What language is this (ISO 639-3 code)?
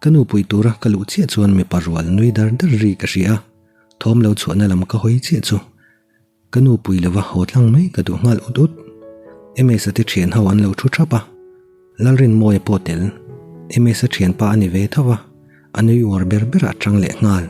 lus